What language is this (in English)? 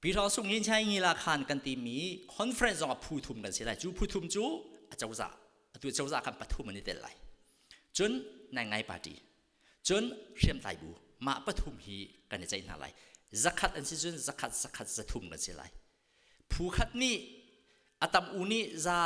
Hakha Chin